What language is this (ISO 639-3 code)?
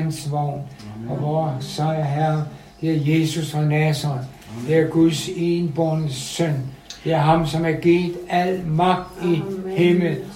dan